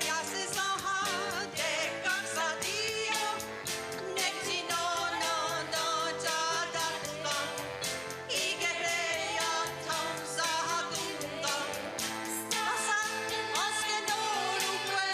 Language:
Mohawk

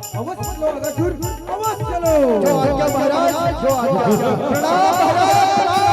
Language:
Chhattisgarhi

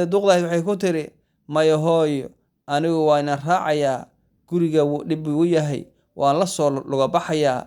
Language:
Somali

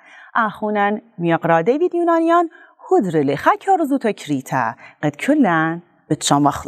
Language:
Assyrian Neo-Aramaic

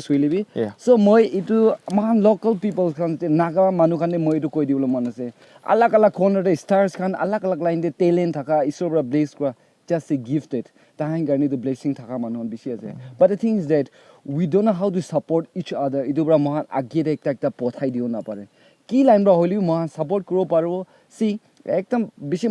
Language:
Naga Pidgin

